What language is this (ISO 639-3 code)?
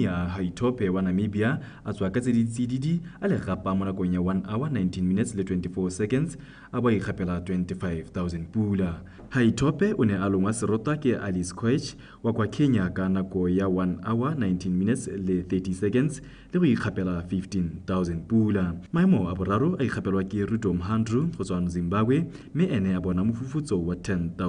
tsn